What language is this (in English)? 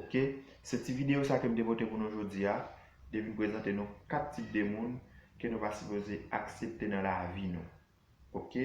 Haitian Creole